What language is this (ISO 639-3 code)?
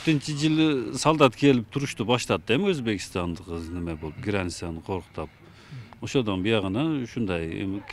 kir